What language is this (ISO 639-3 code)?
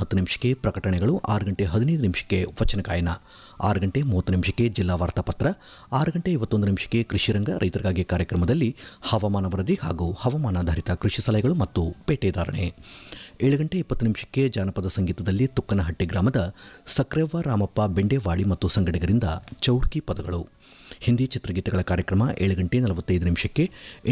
kan